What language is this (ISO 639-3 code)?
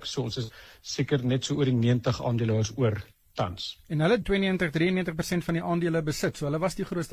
afr